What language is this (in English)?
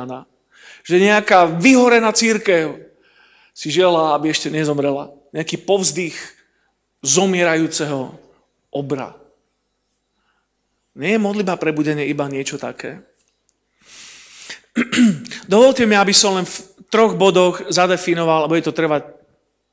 Slovak